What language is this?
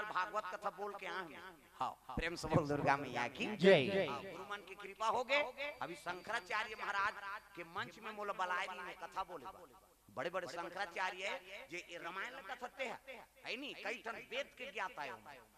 Chhattisgarhi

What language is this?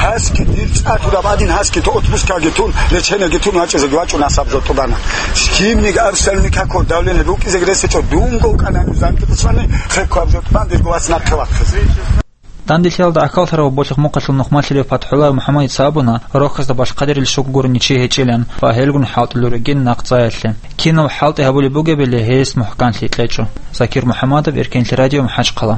Avaric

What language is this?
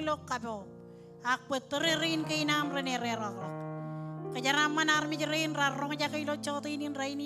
Marshallese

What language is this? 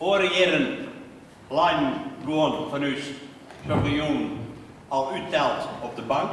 Western Frisian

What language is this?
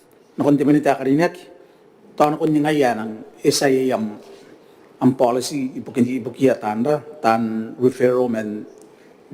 Gilbertese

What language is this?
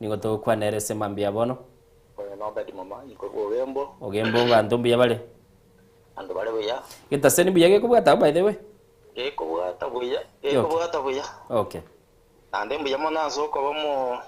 Gusii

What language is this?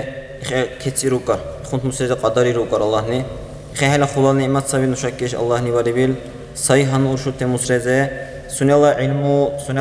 Dargwa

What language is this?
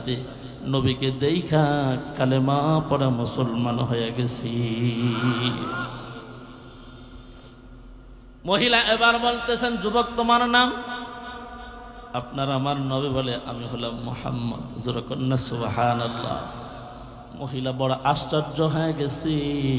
Bangla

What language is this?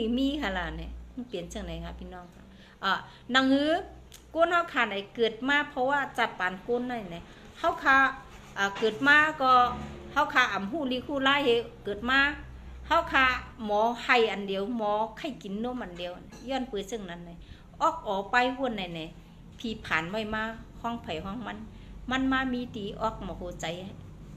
Shan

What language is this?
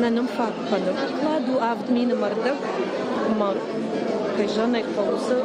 Ossetic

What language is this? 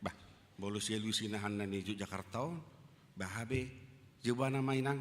Batak Toba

